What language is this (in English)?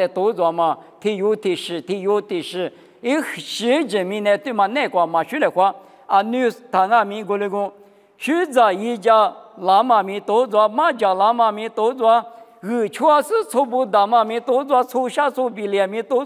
Lisu